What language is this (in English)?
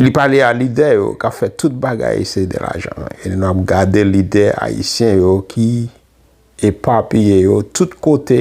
Haitian Creole